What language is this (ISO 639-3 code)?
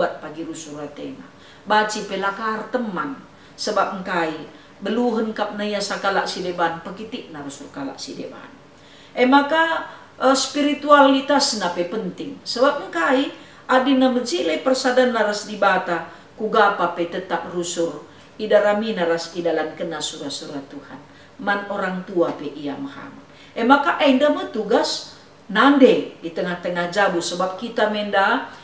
btx